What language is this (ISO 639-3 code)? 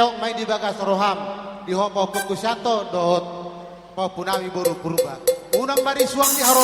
bbc